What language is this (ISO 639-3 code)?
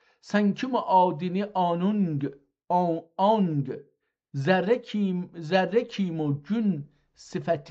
azb